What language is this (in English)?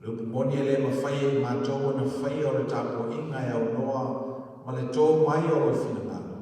Samoan